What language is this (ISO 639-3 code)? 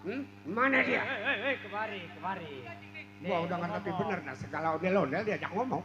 bew